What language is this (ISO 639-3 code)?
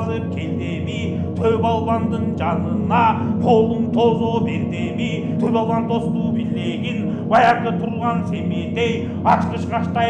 kir